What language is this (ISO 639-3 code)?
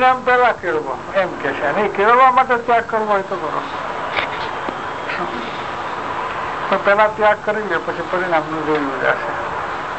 guj